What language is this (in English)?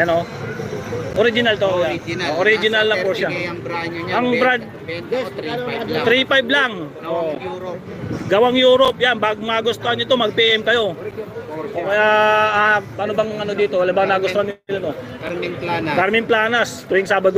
Filipino